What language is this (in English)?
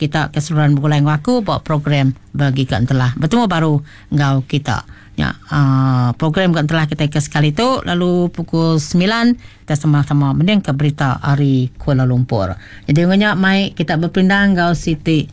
Iban